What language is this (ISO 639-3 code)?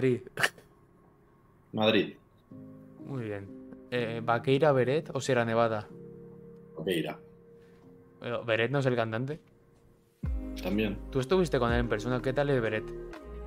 spa